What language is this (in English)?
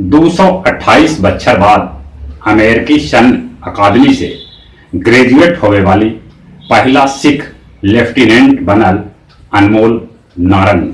Magahi